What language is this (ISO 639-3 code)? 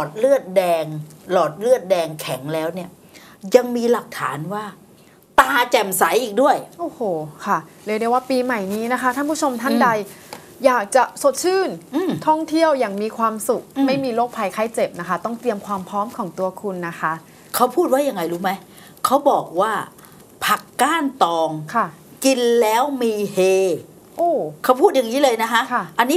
tha